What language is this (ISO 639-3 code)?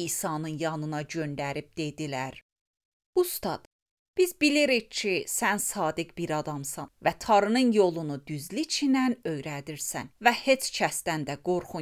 aze